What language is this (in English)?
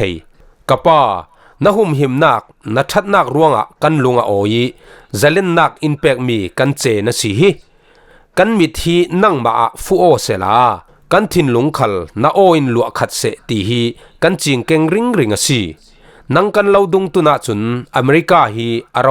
Falam Chin